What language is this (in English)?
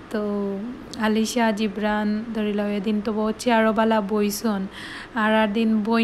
Sylheti